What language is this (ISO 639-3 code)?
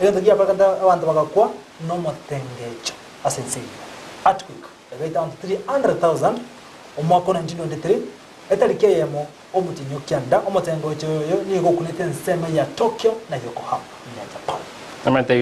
guz